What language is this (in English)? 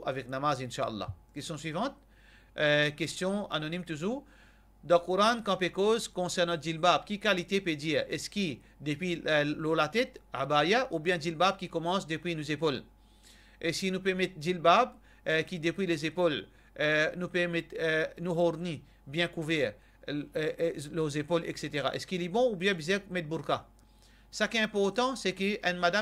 Morisyen